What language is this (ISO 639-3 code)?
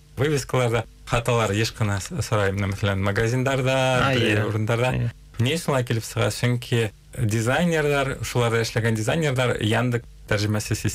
bak